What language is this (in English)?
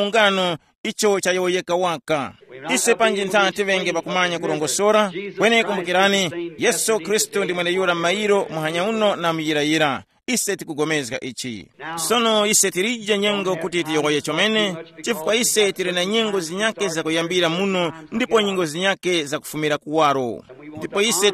Tumbuka